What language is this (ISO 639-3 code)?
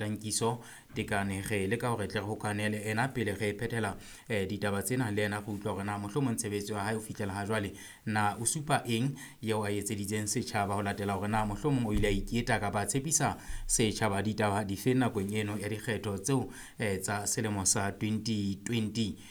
sot